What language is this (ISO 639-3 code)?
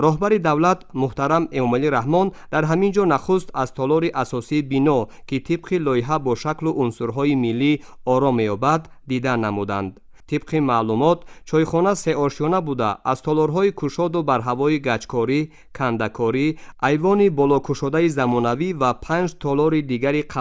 tgk